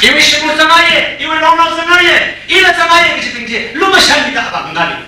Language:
Tangkhul Naga (India)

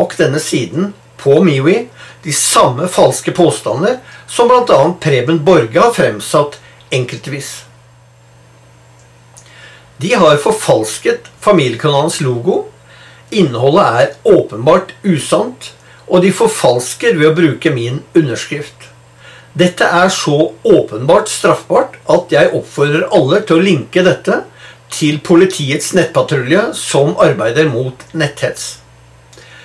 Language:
Norwegian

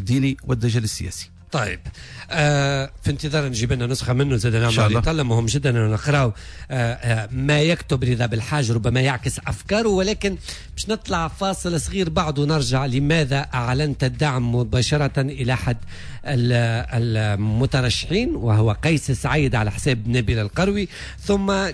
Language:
Tunisian Arabic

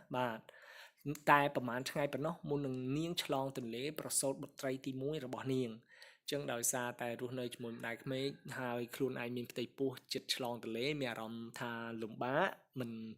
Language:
Khmer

